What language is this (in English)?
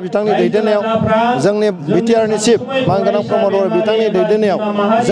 Bodo